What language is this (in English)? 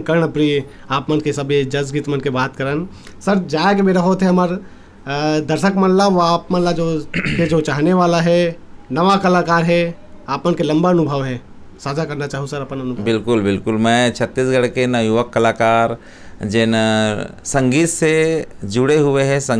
Chhattisgarhi